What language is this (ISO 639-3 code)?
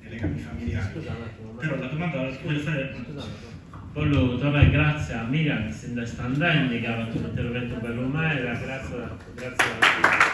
srd